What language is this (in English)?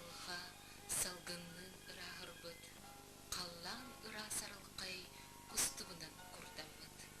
Yakut